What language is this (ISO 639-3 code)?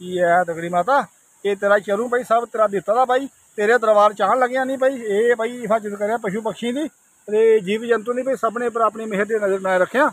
doi